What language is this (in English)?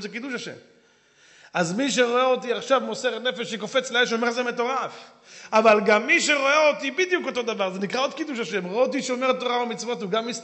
Hebrew